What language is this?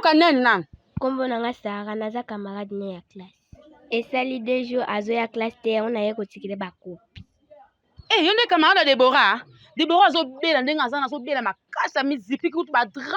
Lingala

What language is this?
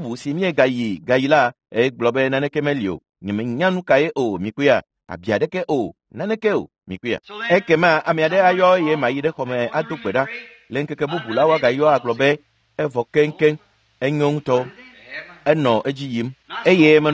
Ewe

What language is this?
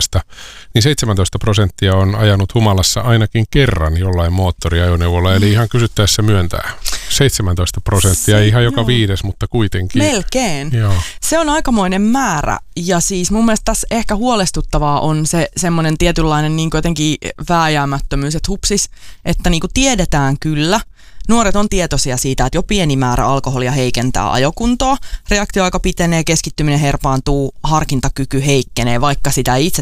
Finnish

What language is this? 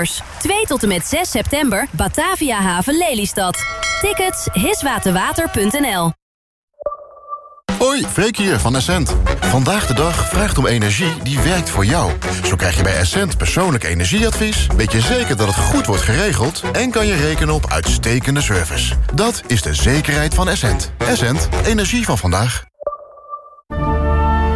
Dutch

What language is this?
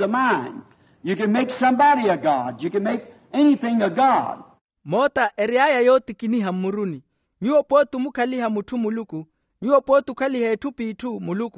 Makhuwa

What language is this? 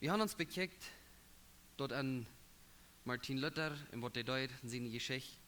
Plautdietsch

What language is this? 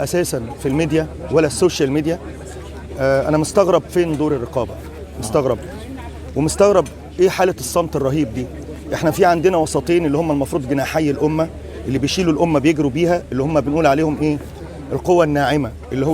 Egyptian Arabic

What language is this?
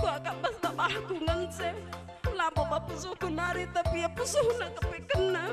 Batak Karo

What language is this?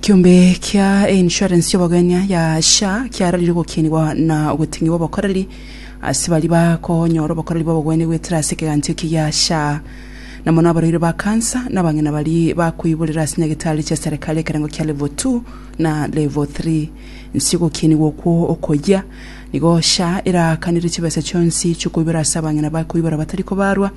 Gusii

